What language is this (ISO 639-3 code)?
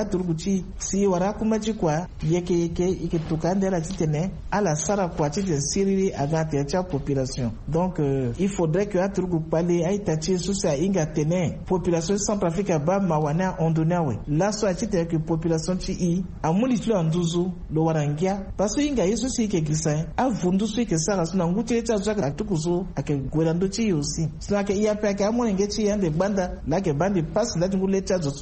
sag